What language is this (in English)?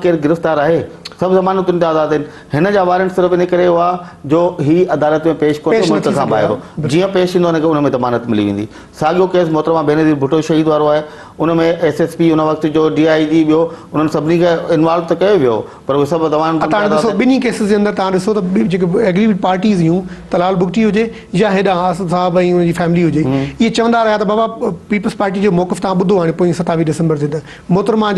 Sindhi